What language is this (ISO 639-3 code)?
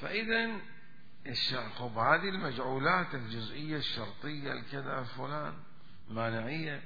acm